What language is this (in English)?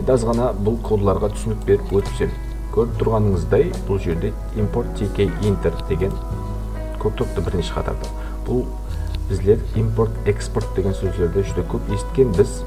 Kara-Kalpak